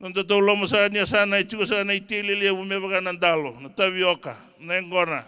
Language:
Fijian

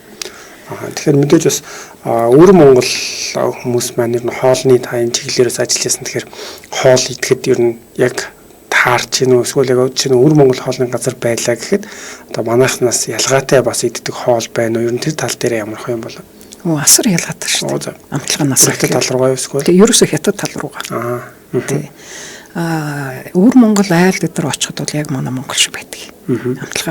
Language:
Mongolian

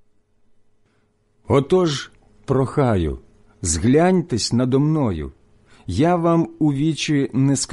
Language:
Ukrainian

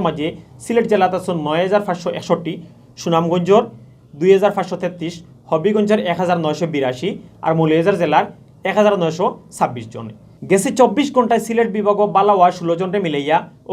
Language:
Sylheti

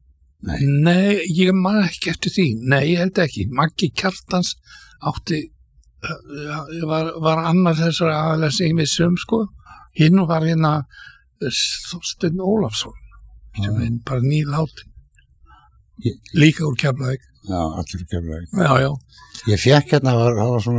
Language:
Icelandic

